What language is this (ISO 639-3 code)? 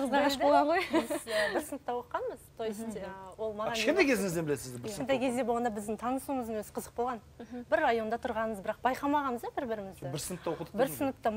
kaz